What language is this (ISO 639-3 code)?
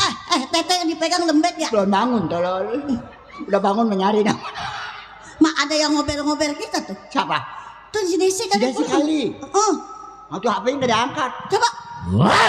bew